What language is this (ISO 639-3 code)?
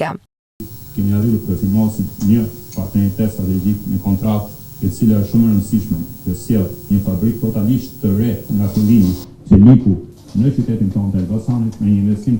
sqi